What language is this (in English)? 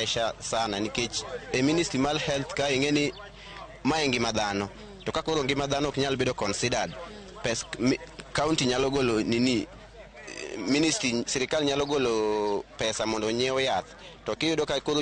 Luo (Kenya and Tanzania)